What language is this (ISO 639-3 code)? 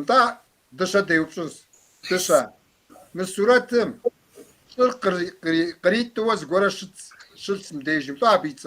kbd